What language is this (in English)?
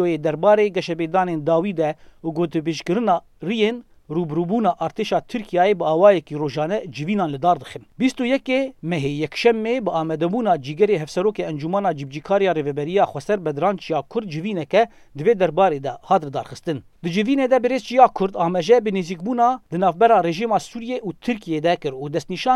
Kurdish